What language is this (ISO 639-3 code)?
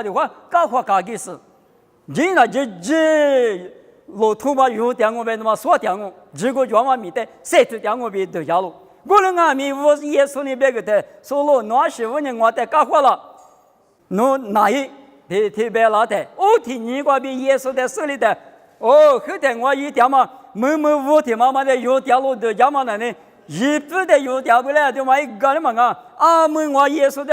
lis